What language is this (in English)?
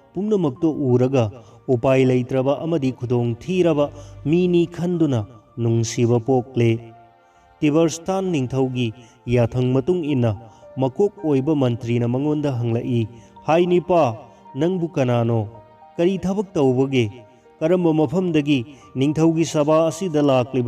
Manipuri